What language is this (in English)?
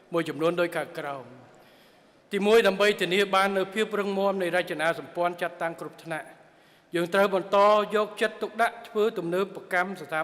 Khmer